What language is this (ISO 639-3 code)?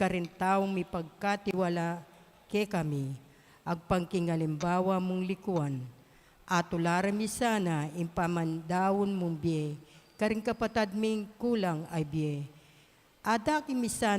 pam